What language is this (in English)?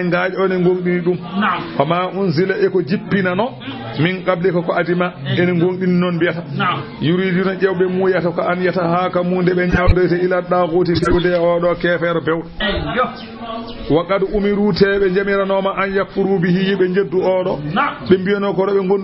Fula